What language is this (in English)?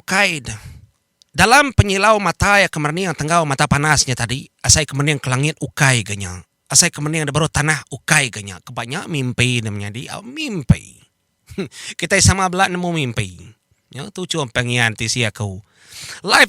Iban